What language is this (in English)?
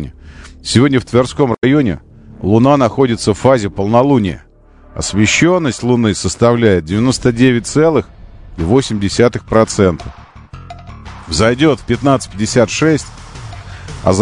Russian